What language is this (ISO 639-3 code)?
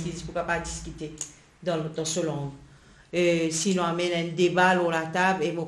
mfe